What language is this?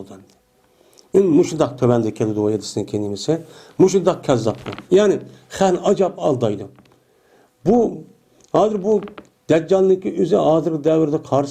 Uyghur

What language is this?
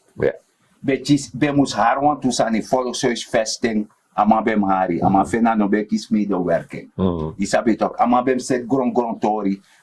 Sranan Tongo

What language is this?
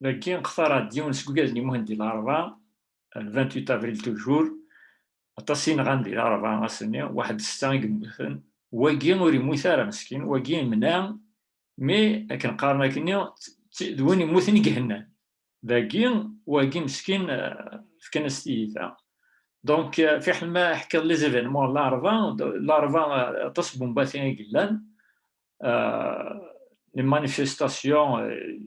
Kabyle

